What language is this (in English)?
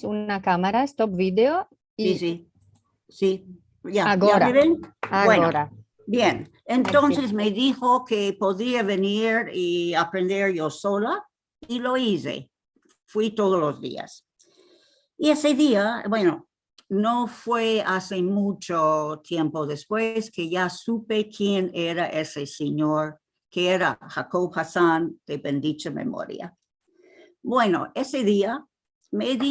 Ladino